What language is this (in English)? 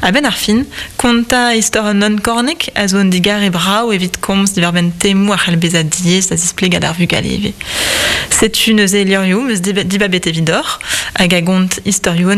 Breton